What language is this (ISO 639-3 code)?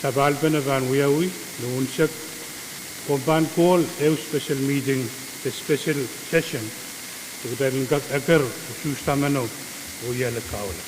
pon